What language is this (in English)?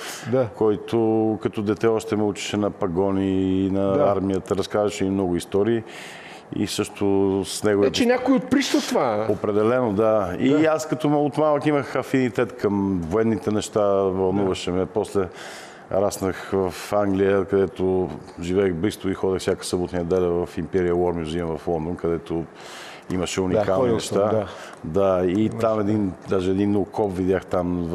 Bulgarian